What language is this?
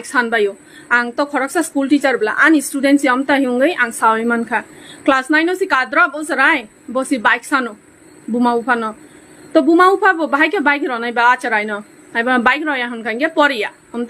Kok Borok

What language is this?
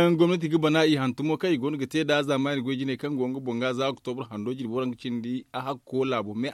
Zarma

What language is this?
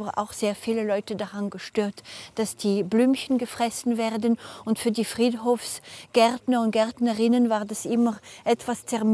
Swiss German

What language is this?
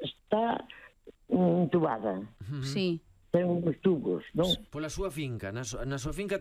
Galician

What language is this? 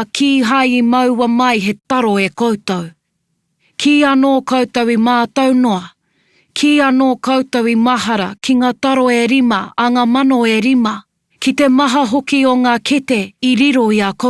Māori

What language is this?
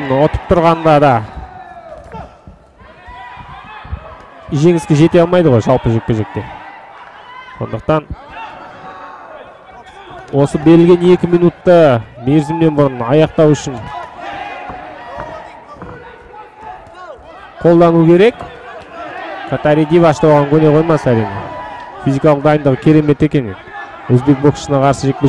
Kazakh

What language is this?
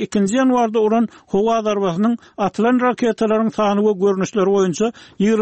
Turkmen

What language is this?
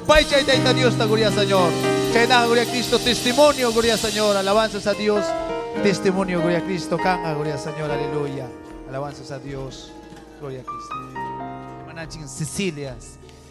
Ayacucho Quechua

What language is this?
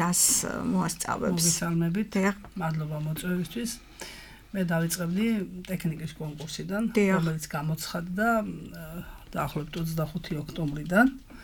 Georgian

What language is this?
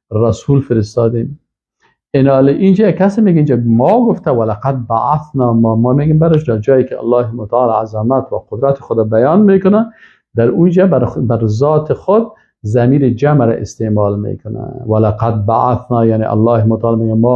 Persian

